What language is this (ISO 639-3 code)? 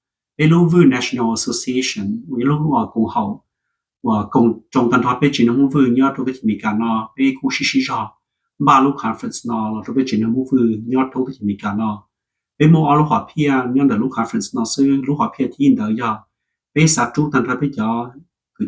hmn